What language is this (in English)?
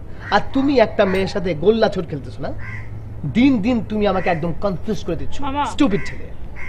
Bangla